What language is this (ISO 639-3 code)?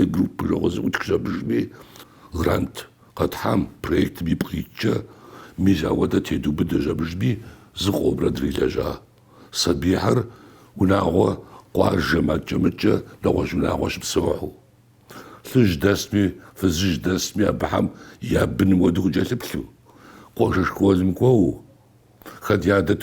kbd